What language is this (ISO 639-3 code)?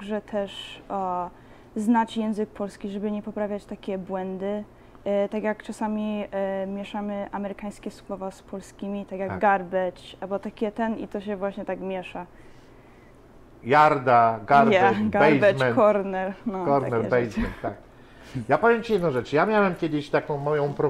pol